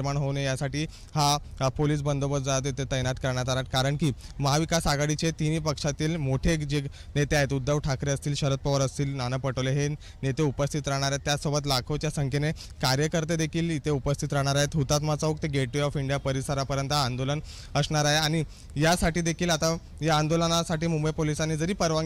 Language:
Marathi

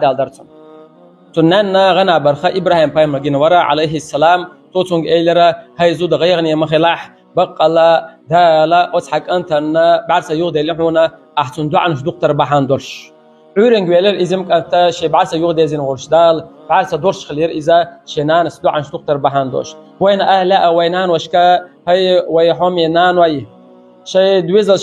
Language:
Chechen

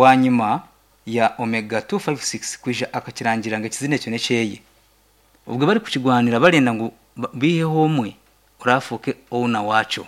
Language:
Nyankole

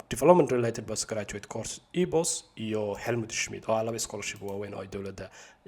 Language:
Somali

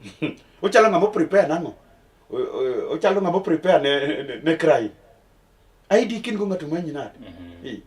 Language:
Luo (Kenya and Tanzania)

